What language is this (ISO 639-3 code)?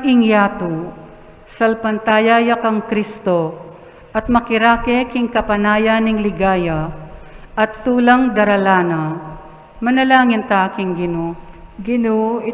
pam